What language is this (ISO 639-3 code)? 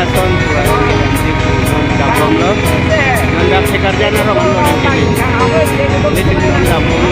mjw